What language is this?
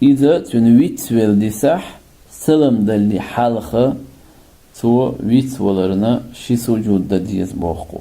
Chechen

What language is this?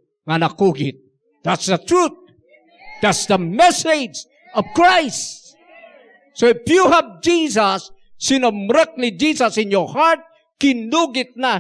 Iloko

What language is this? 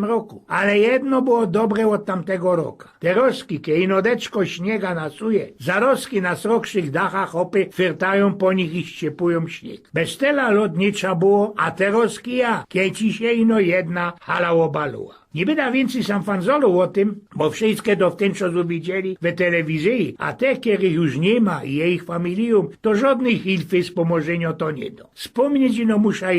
Silesian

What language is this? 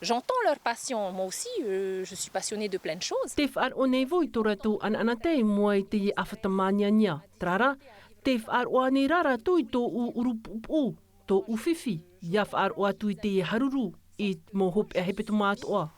Tahitian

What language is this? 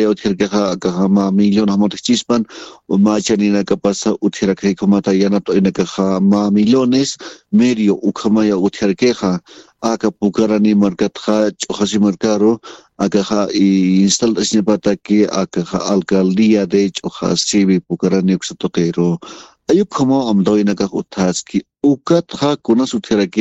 Aymara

